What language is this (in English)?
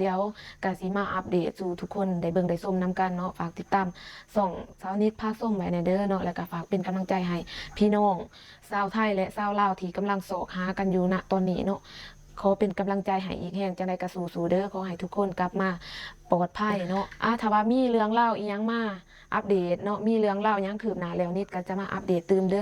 Lao